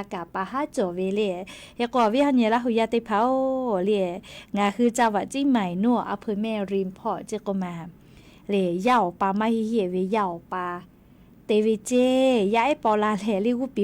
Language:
Lahu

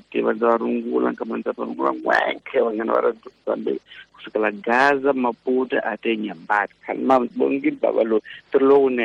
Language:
Tsonga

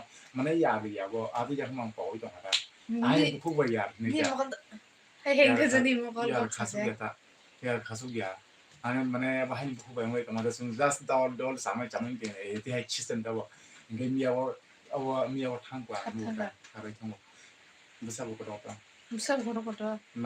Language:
Kok Borok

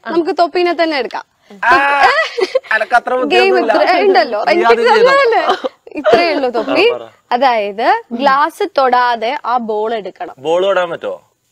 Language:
Malayalam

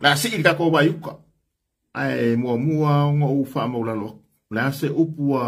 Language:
Samoan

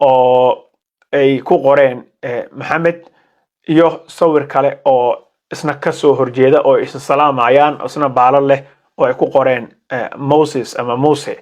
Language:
Somali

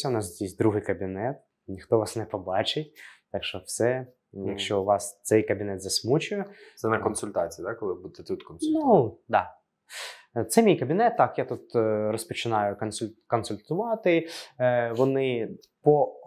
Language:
Ukrainian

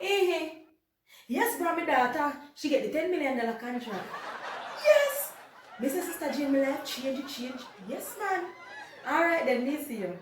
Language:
Jamaican Creole English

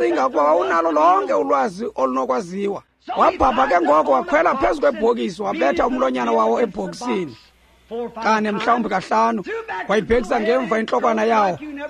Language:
Xhosa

